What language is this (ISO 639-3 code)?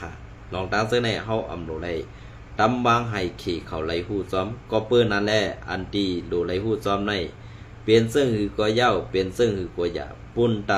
shn